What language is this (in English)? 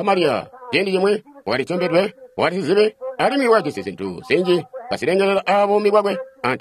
Tonga (Zambia)